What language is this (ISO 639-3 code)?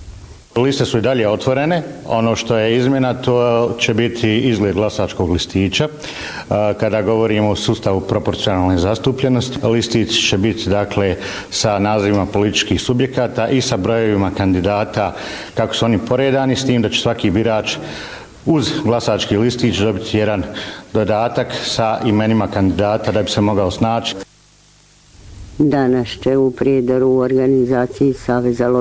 bos